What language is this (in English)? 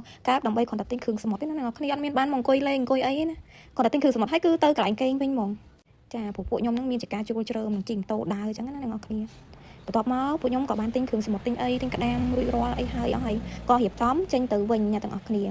Khmer